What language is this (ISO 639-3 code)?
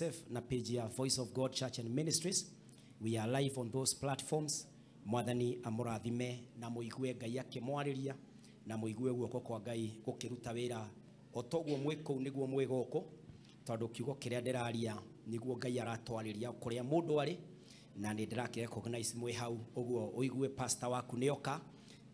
kik